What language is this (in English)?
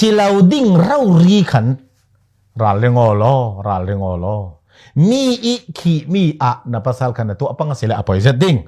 Falam Chin